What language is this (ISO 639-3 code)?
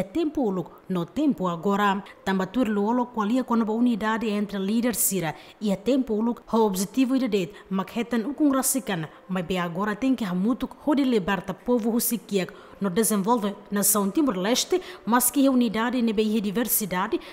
tet